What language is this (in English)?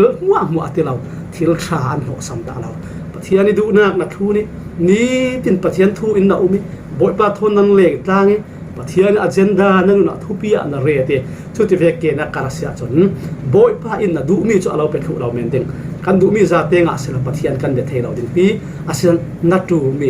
Falam Chin